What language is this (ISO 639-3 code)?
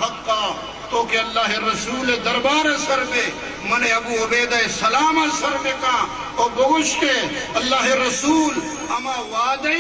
bgp